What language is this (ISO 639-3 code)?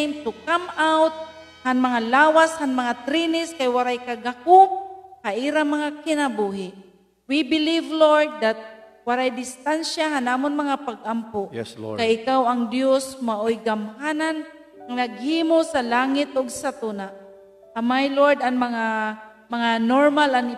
war